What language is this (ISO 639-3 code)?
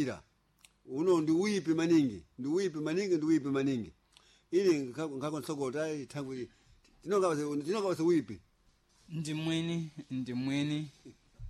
seh